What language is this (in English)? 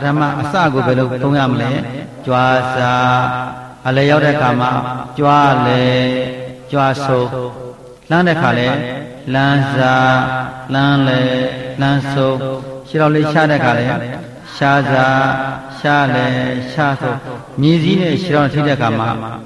Burmese